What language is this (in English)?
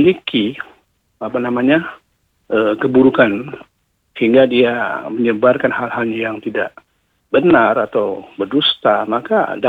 Indonesian